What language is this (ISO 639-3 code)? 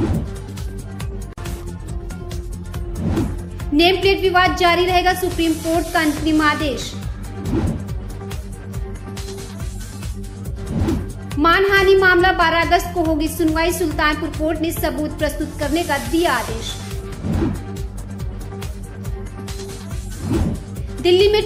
hin